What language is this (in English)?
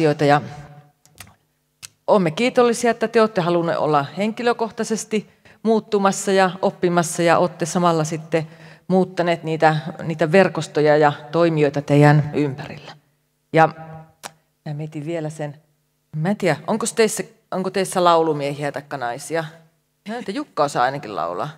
Finnish